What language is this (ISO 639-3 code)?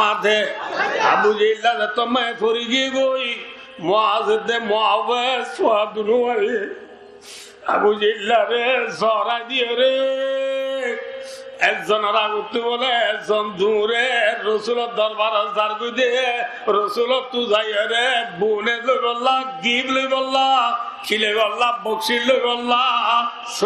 rhg